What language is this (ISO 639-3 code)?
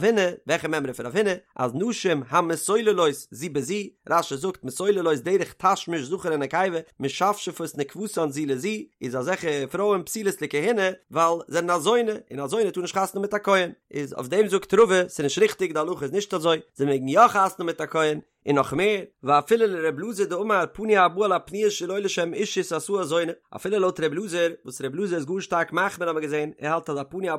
yid